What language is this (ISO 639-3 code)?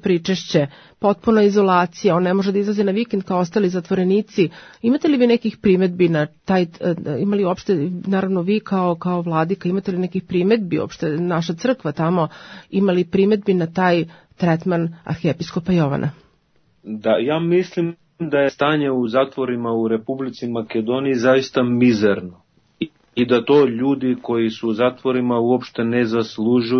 srp